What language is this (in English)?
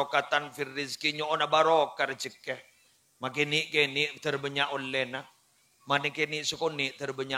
Madurese